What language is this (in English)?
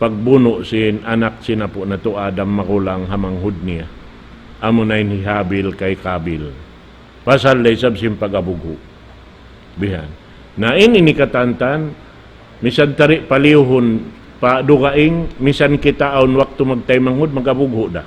Tausug